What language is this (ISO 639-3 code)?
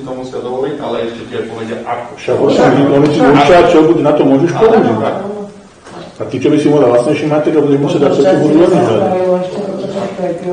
slk